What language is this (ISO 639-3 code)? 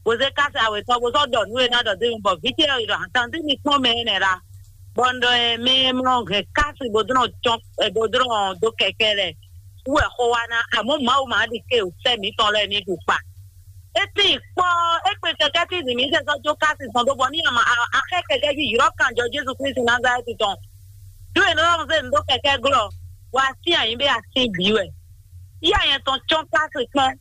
fon